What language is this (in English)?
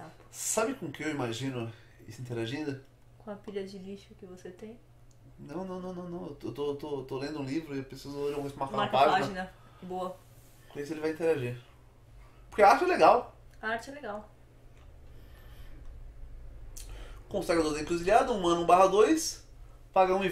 Portuguese